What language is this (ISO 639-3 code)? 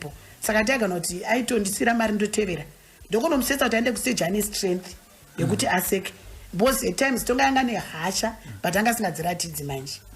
sna